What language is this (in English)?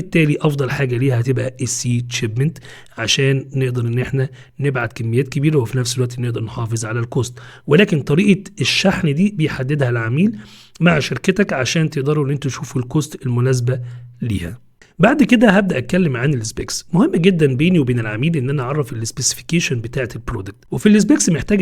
Egyptian Arabic